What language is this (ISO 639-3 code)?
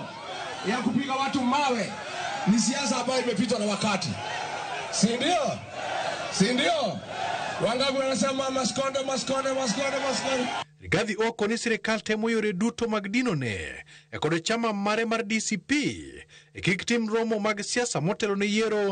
luo